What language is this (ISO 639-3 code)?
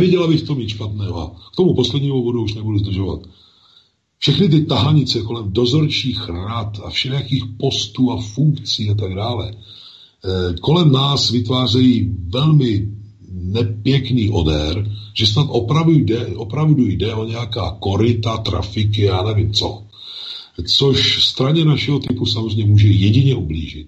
ces